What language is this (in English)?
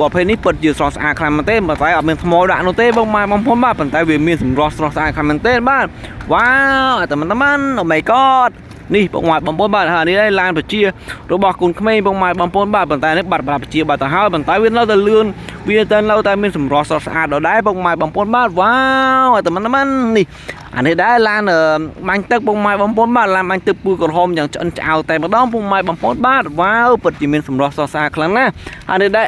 Khmer